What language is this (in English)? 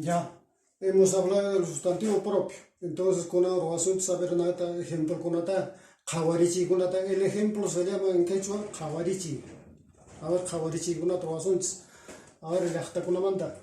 Quechua